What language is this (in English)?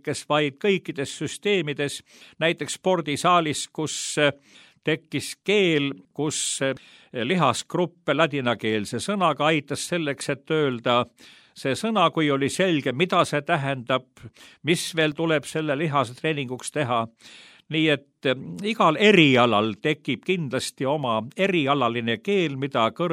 Estonian